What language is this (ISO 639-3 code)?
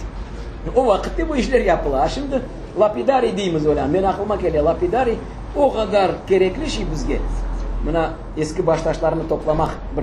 crh